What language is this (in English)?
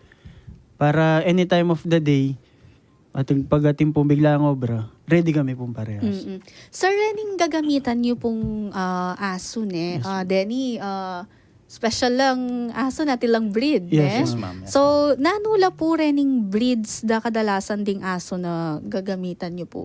Pampanga